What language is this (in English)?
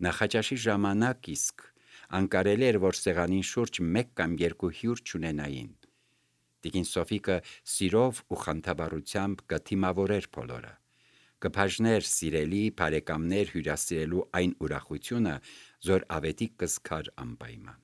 Armenian